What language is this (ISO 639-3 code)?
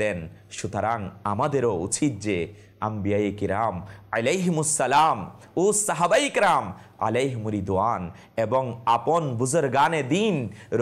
ben